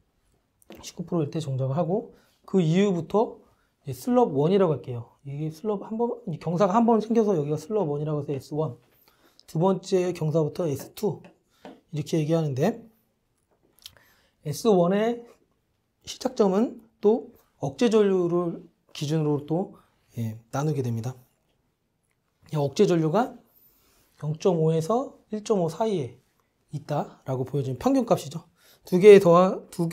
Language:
Korean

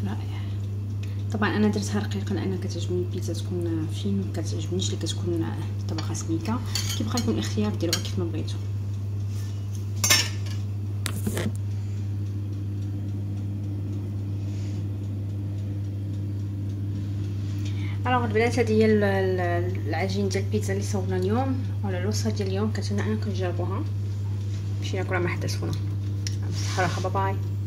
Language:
Moroccan Arabic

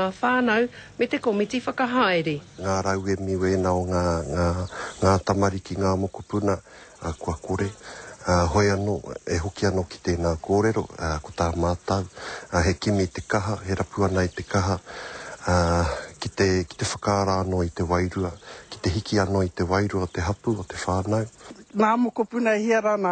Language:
Māori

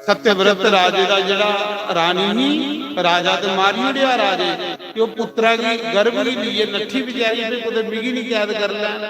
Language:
Dogri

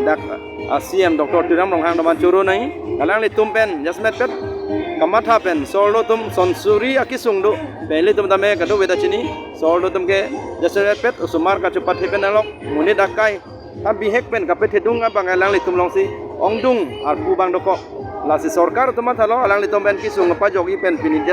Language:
Karbi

